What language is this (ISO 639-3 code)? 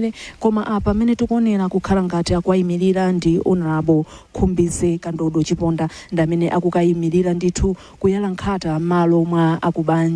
nya